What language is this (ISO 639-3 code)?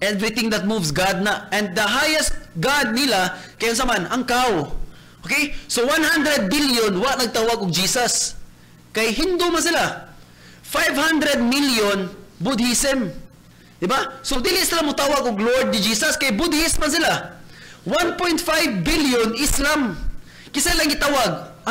ceb